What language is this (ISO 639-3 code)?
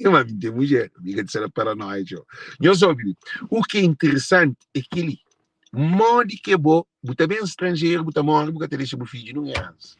kea